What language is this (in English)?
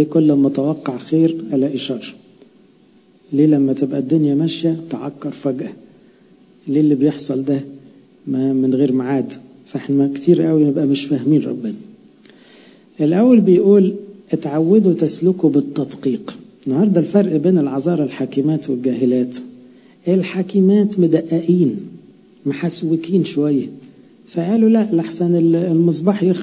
Egyptian Arabic